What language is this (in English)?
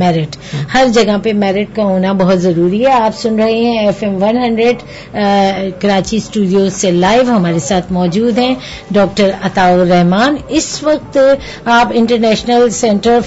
Urdu